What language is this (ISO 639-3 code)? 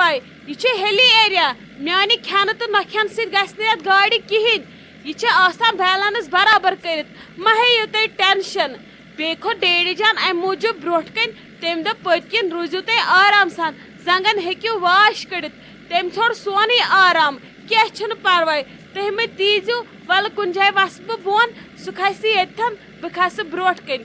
kas